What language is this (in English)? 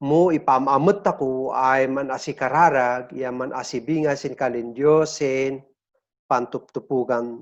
Kankanaey